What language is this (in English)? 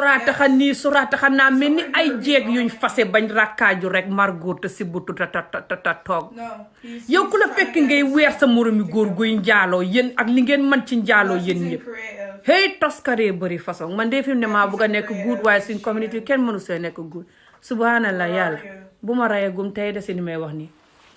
Wolof